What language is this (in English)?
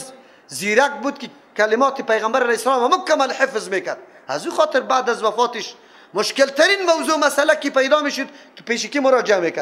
Persian